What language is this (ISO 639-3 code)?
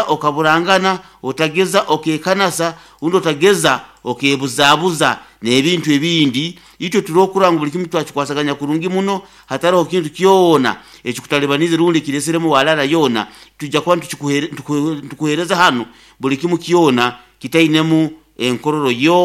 nyo